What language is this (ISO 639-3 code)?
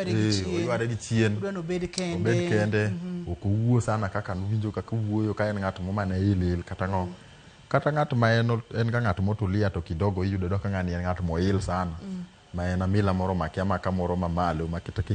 luo